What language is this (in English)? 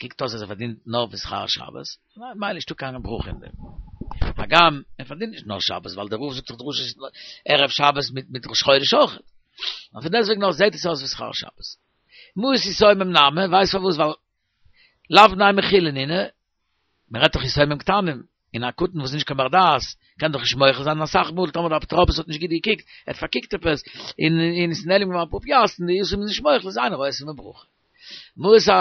Yiddish